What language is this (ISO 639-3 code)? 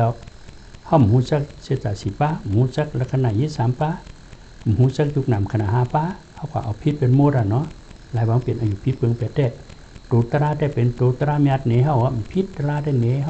shn